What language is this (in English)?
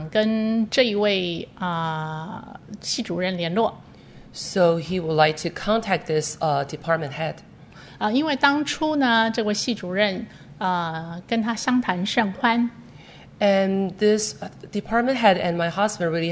Chinese